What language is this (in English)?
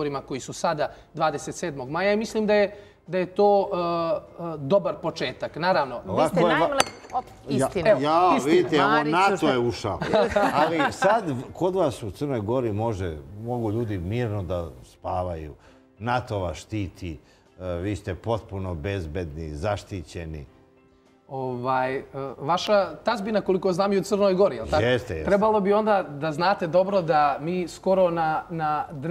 Serbian